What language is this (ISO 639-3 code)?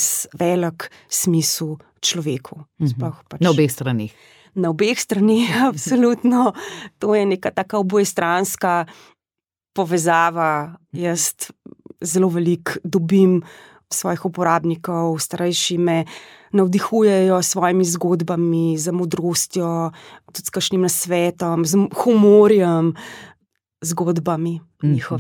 slv